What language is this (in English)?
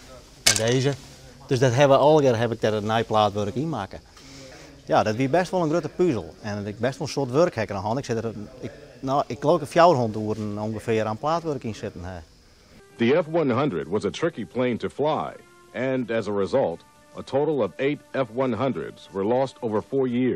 Western Frisian